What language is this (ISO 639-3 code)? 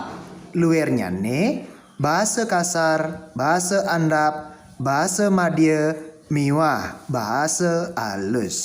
ban